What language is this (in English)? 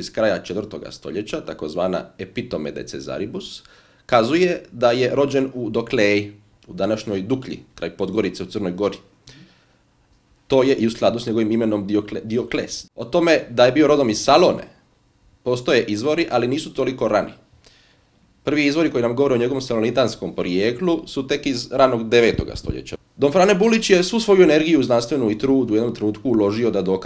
Croatian